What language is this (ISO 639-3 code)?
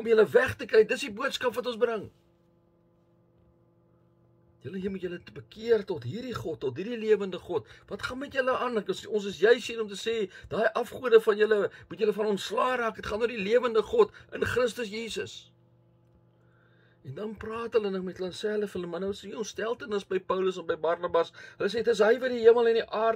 afr